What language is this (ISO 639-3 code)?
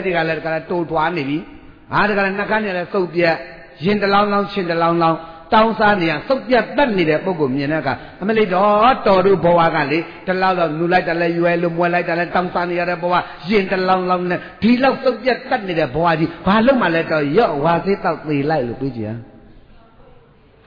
mya